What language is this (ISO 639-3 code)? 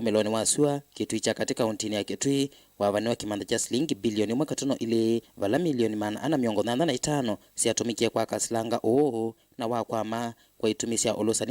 kam